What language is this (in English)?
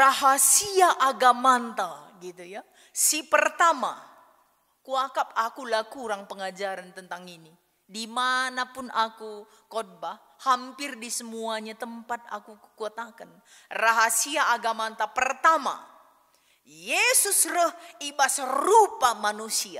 Batak Karo